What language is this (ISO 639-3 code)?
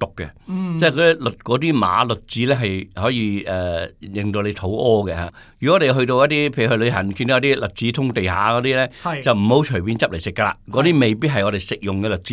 yue